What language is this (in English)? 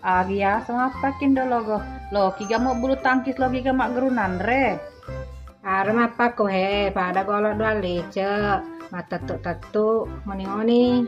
Buginese